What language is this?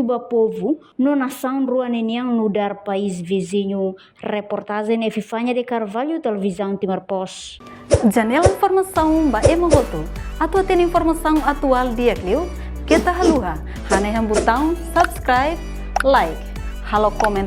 Tetum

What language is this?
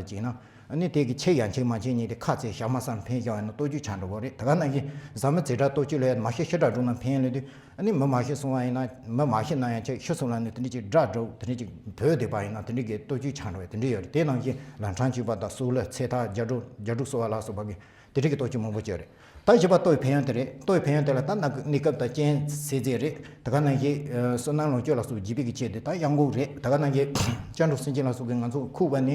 Tibetan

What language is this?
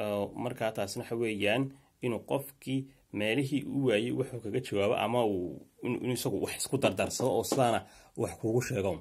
Somali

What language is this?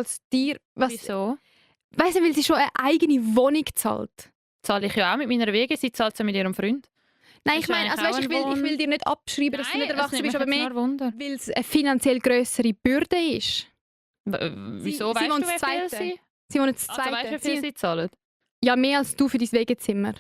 Swiss German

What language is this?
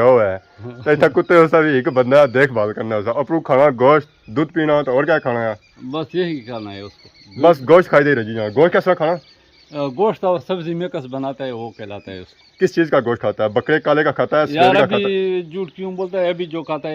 Pahari-Potwari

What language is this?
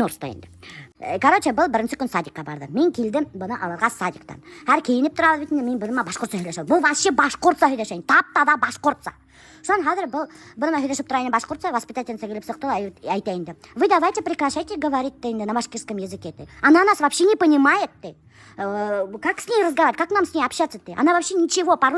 Bashkir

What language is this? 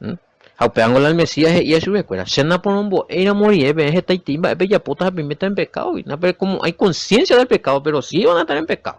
Guarani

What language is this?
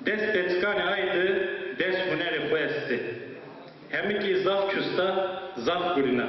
Zaza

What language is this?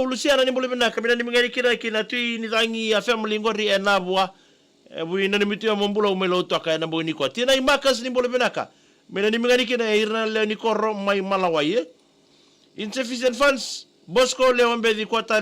Fijian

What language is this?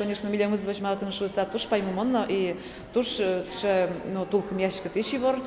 Udmurt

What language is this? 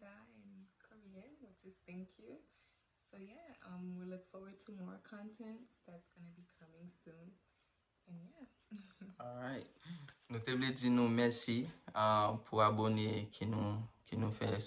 Haitian Creole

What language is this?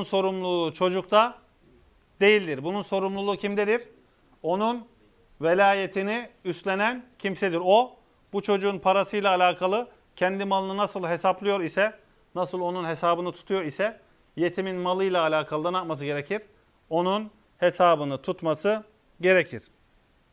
Turkish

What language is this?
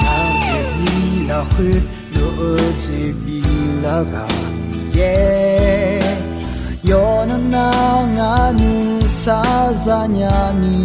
Akha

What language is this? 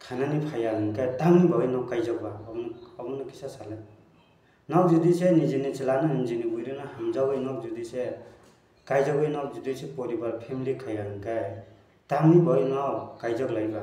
Kok Borok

